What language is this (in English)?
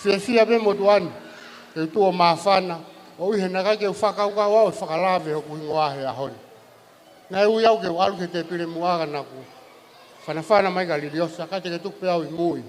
Tongan